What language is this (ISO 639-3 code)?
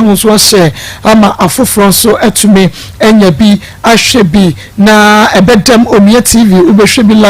aka